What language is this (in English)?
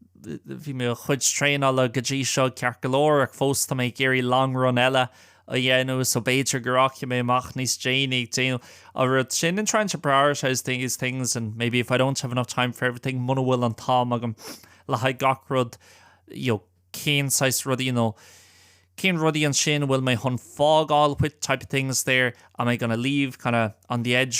Irish